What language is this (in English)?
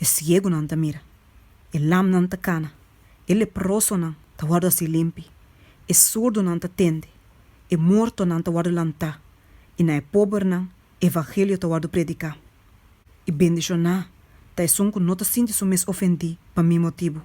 Papiamento